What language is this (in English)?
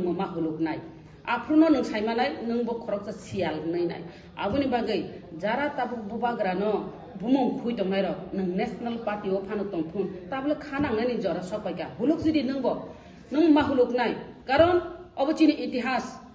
Kok Borok